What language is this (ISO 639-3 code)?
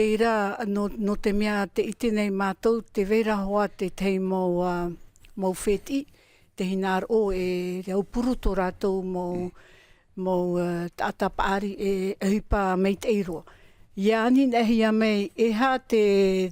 tah